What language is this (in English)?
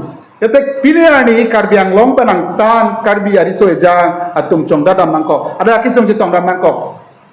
Karbi